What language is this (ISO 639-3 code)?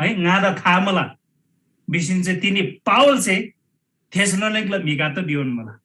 taj